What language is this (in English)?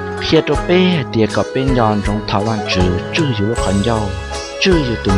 Hmong